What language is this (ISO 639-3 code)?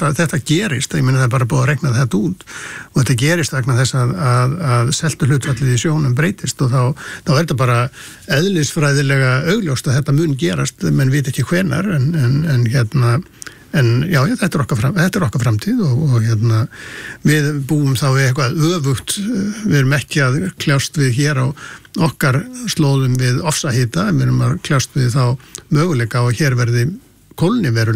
isl